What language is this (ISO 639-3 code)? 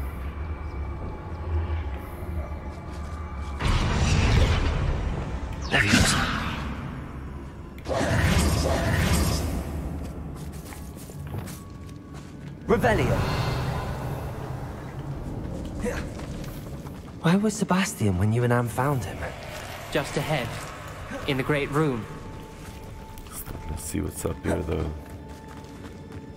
eng